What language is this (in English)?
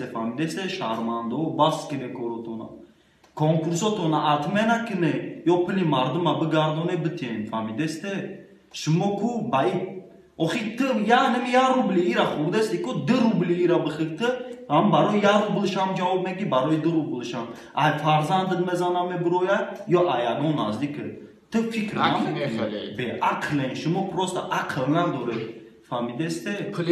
Tajik